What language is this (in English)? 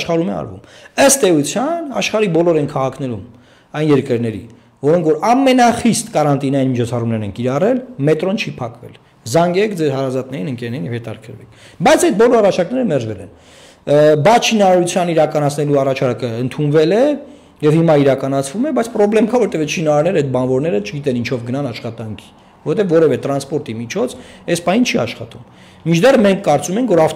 Armenian